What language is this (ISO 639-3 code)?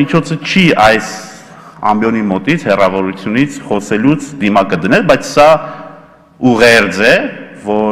hye